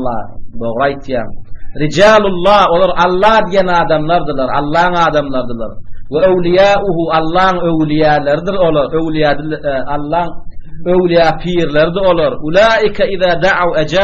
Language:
Turkmen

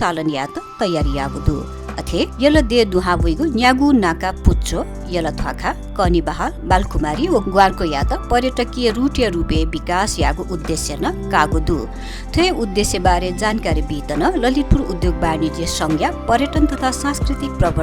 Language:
Newari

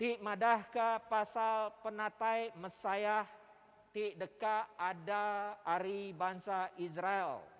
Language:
Iban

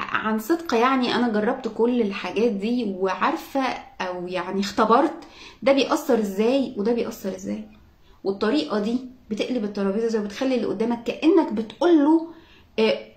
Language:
Egyptian Arabic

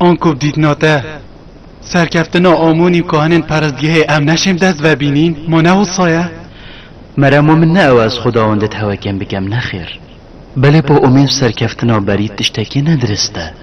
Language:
Kurdish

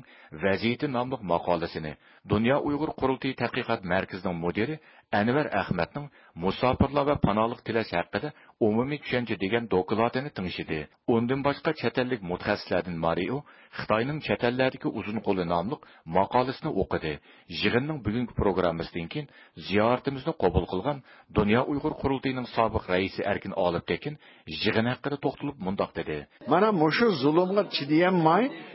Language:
Uyghur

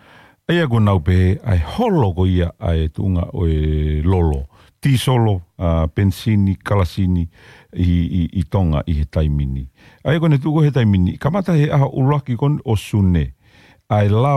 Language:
Tongan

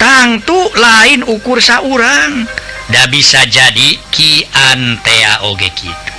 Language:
Sundanese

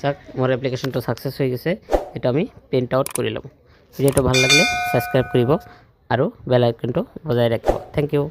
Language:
Assamese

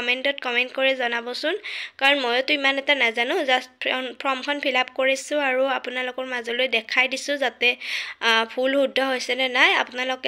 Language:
Assamese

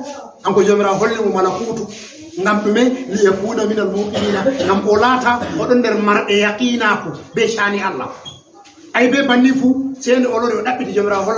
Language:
Fula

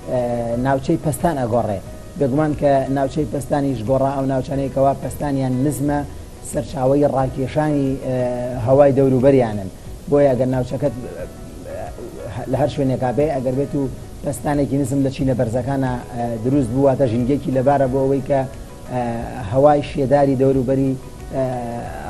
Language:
Central Kurdish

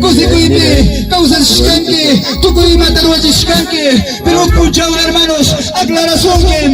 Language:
Ayacucho Quechua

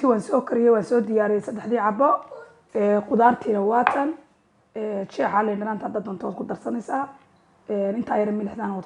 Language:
Somali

